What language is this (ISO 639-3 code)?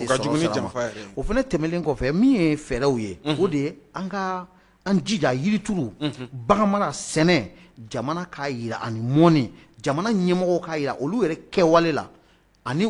bam